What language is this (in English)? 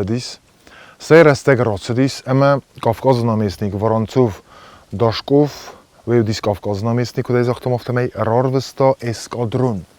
Ossetic